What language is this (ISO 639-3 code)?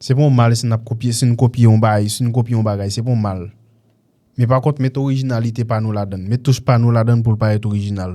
hat